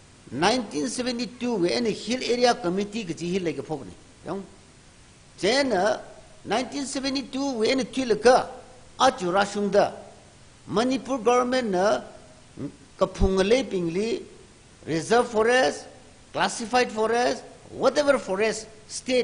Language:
Tangkhul Naga (India)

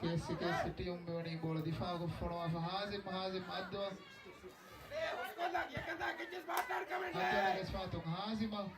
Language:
Divehi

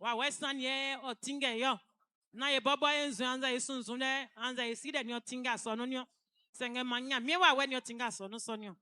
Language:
Baoulé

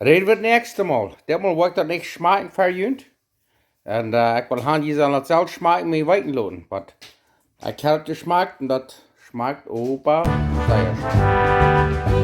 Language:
Plautdietsch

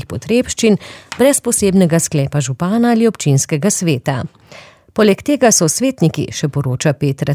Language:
Slovenian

